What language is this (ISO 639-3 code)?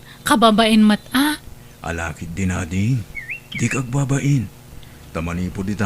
ilo